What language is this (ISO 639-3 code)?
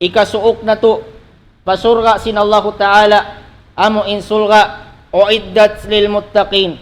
tsg